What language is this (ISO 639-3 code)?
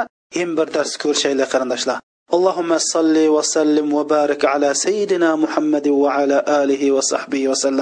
uig